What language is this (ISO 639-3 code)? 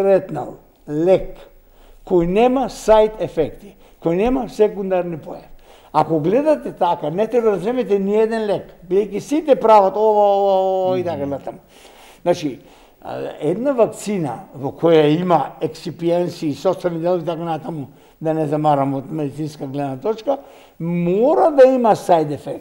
mkd